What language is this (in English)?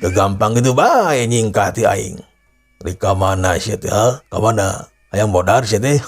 Sundanese